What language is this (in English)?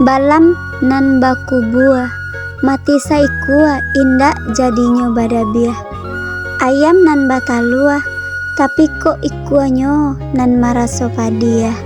Minangkabau